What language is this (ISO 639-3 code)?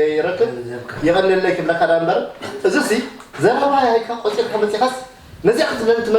tir